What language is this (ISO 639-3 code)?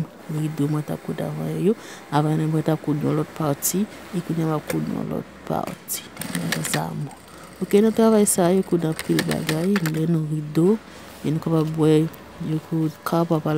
hat